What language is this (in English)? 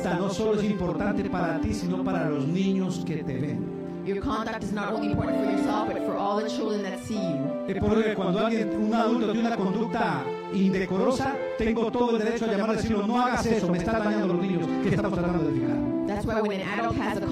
Spanish